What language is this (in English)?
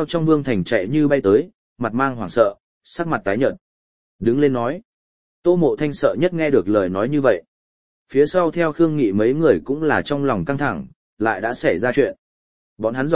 Vietnamese